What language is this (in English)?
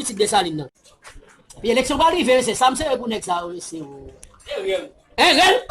Haitian Creole